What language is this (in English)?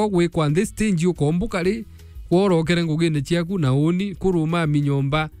Meru